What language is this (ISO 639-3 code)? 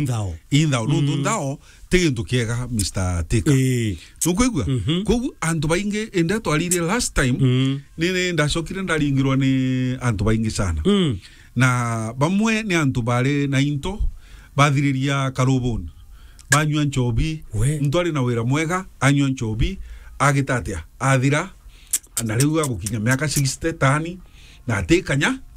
mer